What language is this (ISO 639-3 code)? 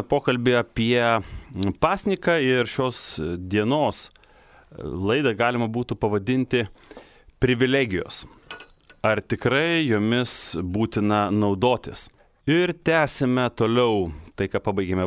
lit